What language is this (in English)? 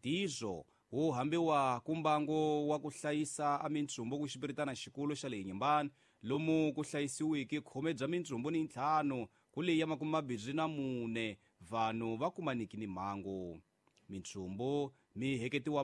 Tsonga